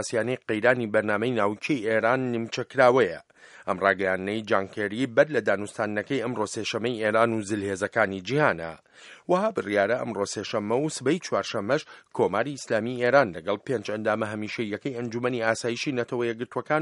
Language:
Central Kurdish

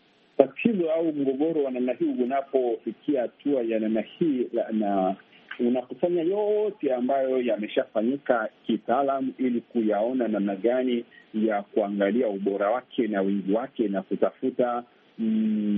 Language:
Swahili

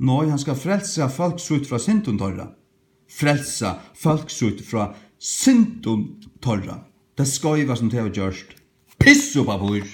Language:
Faroese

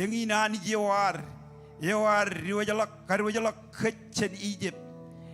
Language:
Marshallese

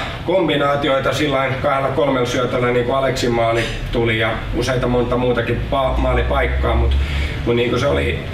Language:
Finnish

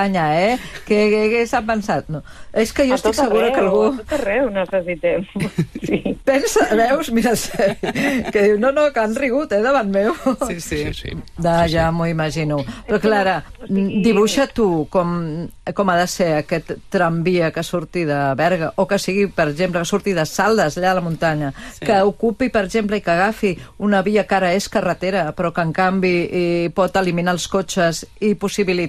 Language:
Catalan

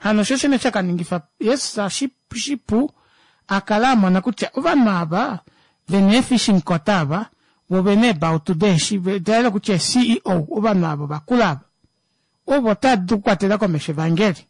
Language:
Kuanyama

